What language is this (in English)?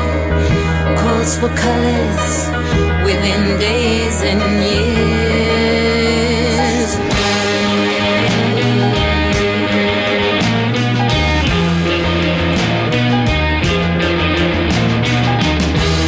French